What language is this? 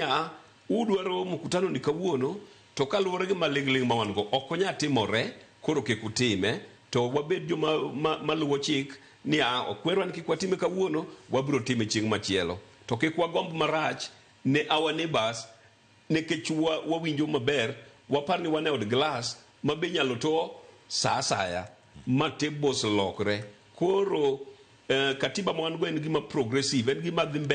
Luo (Kenya and Tanzania)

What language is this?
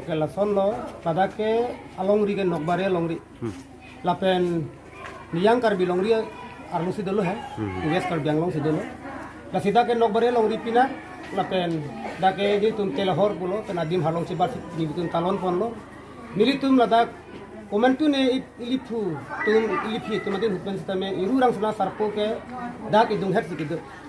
Karbi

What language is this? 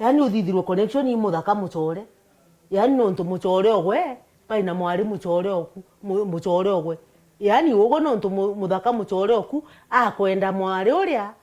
Meru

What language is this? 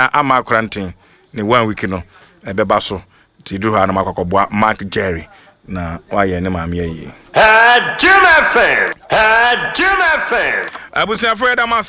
Akan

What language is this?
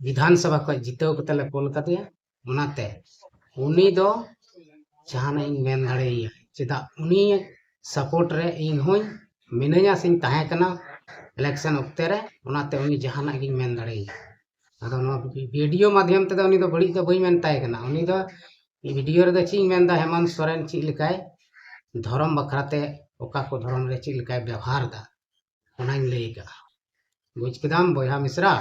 Santali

